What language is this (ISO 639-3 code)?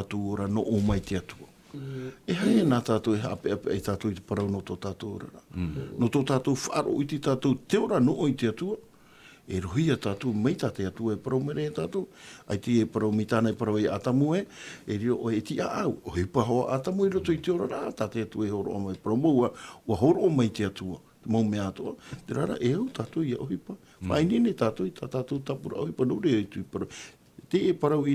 tah